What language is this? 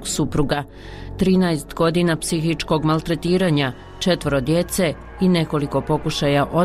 Bosnian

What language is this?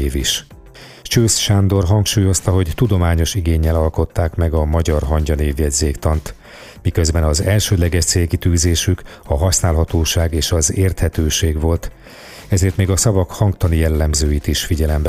Hungarian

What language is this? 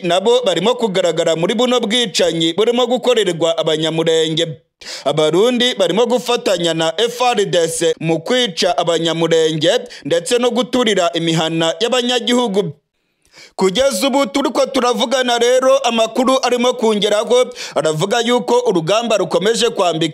Rundi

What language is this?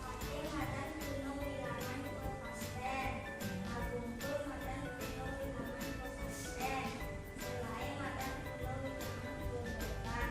Balinese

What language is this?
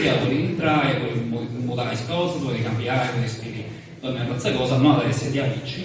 Sardinian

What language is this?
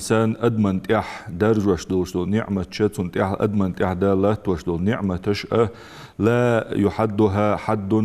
Ingush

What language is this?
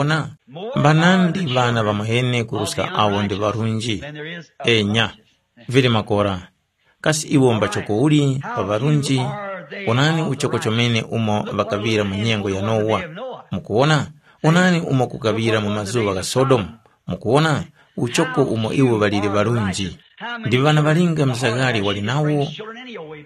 Tumbuka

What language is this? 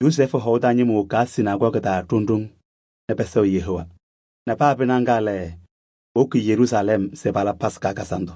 Kabiyè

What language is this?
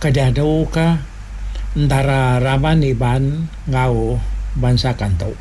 Iban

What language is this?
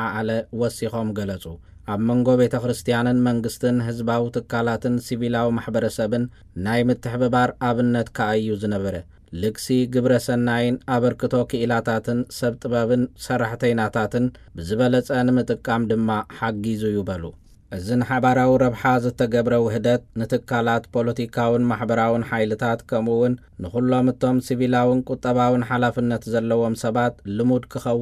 Tigrinya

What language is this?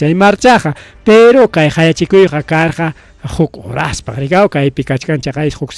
Ayacucho Quechua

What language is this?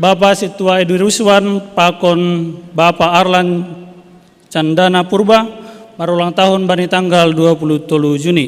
Batak Simalungun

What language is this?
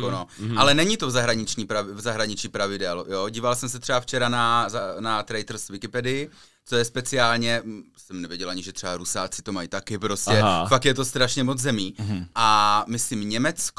Czech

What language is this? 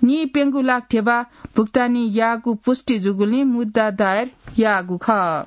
Newari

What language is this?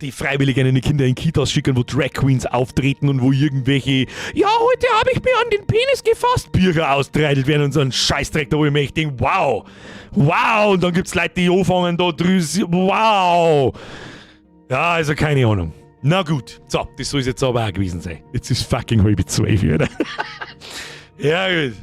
Bavarian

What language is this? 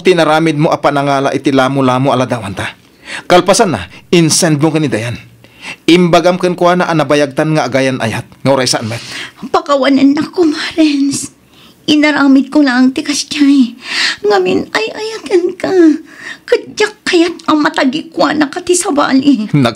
Iloko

